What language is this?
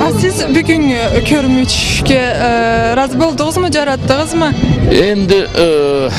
Karachay-Balkar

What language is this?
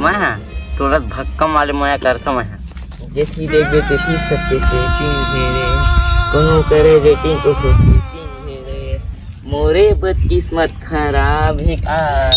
Chhattisgarhi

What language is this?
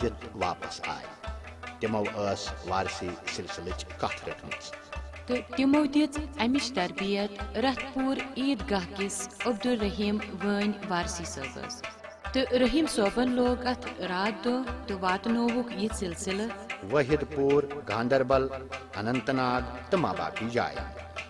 Kashmiri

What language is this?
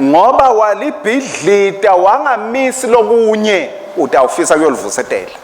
Swati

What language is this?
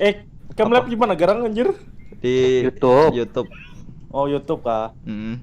Banjar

